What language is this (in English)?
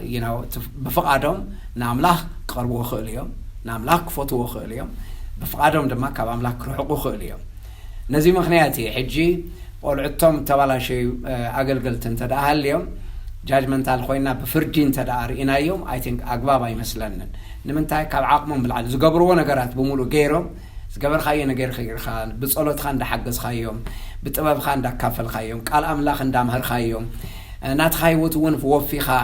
Tigrinya